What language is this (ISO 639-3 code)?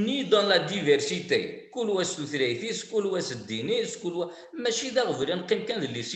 kab